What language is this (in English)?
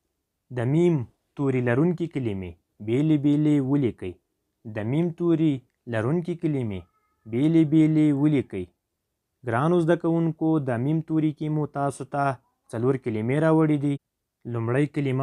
Pashto